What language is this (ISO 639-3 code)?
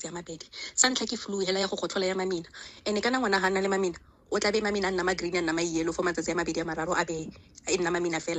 tsn